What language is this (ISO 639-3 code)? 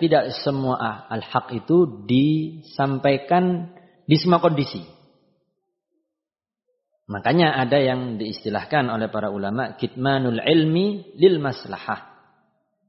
ind